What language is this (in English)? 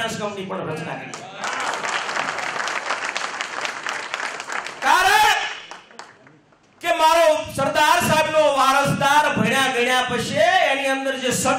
Gujarati